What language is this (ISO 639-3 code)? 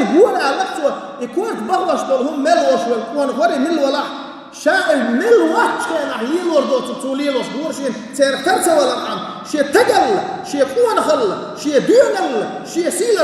che